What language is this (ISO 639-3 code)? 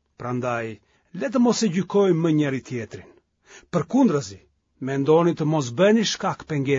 sqi